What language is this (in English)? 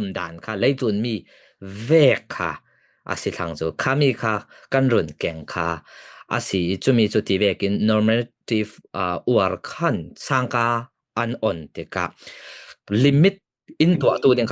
Falam Chin